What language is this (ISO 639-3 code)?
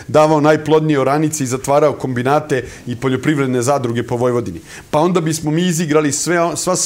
srp